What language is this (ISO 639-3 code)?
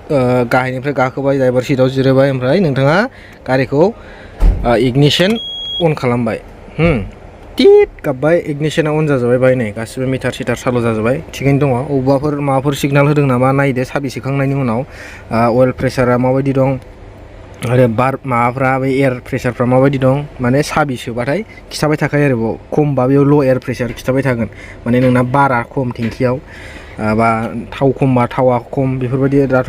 brx